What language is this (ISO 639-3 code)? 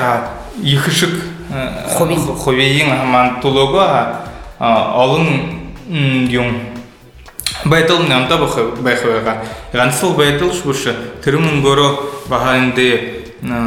bua